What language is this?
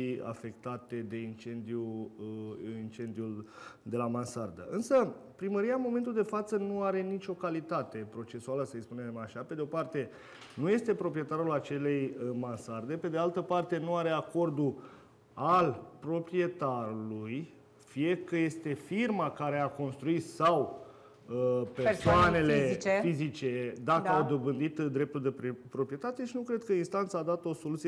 Romanian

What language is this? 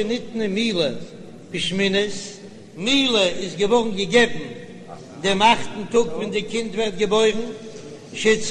Yiddish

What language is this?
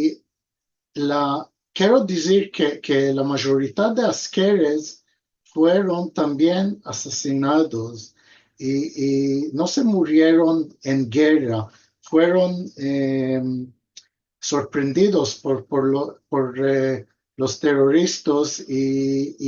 Ladino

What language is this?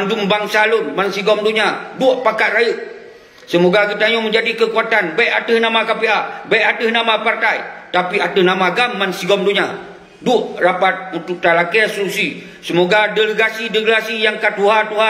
Achinese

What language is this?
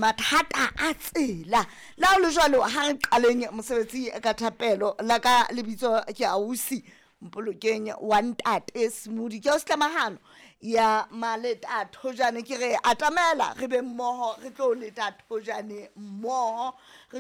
Southern Sotho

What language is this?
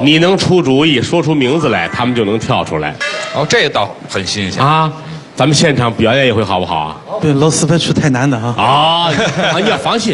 Chinese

